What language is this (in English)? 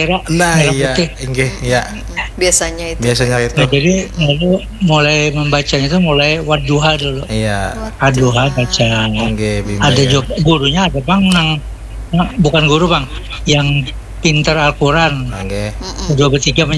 Banjar